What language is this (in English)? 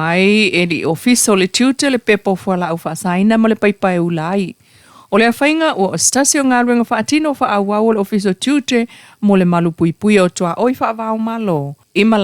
Samoan